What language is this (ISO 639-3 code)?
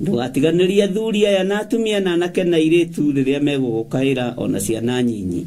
kik